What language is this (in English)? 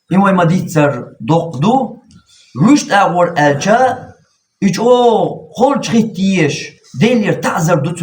Chechen